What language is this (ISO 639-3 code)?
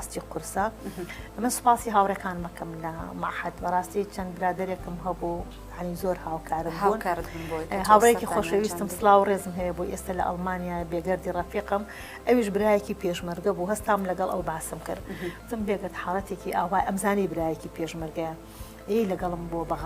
ckb